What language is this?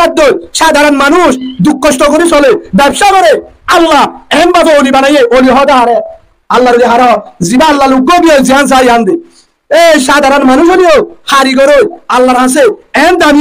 Rohingya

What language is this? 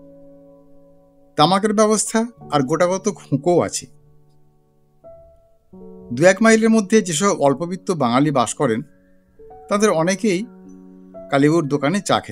Bangla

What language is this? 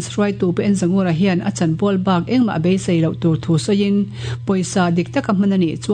Mizo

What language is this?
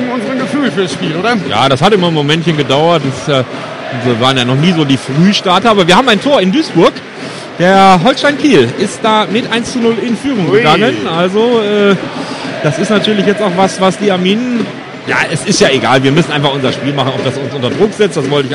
German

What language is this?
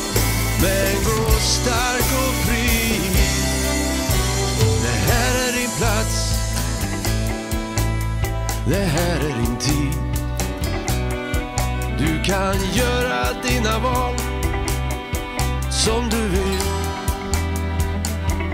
Swedish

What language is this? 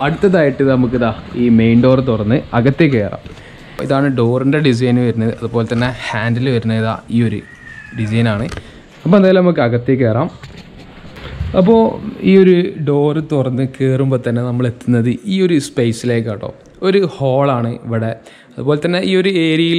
Malayalam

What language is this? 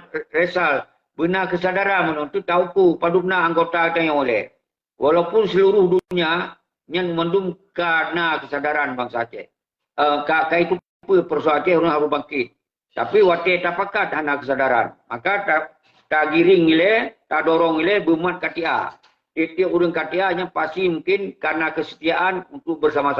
Achinese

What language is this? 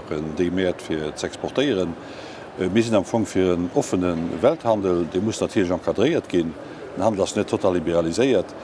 Luxembourgish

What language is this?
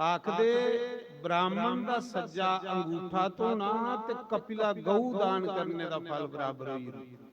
Dogri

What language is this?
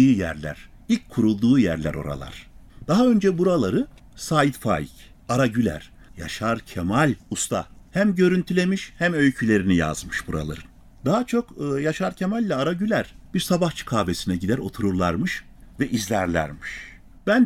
Turkish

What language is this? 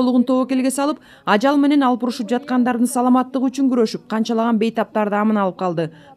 Kyrgyz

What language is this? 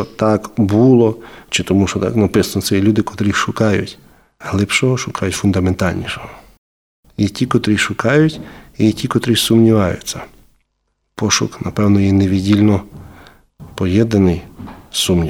Ukrainian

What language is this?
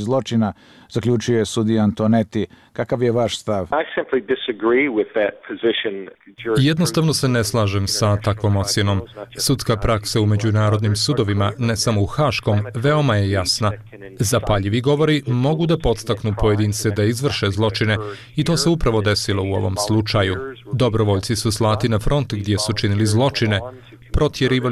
Bosnian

